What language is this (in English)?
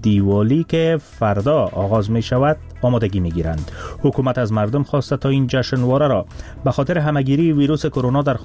Persian